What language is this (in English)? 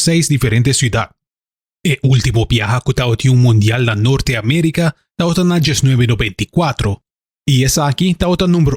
Papiamento